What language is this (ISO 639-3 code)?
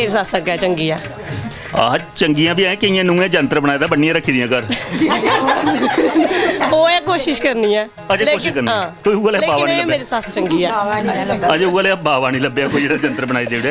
doi